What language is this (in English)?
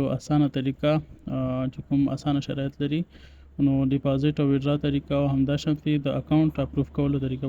Pashto